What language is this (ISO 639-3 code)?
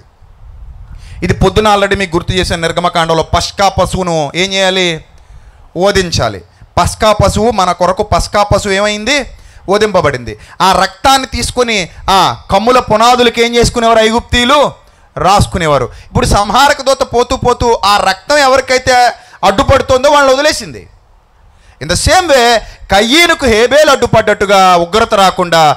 tel